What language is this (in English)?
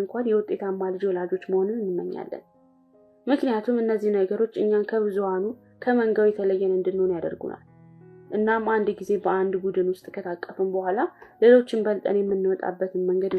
Amharic